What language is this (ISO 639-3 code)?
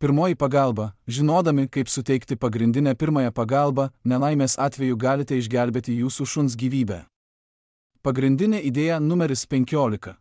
lit